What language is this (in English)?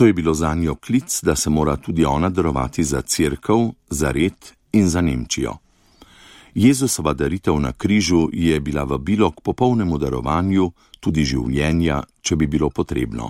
Slovenian